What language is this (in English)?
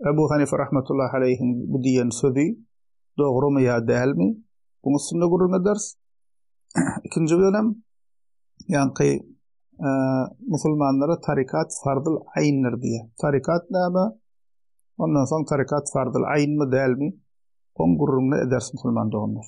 Turkmen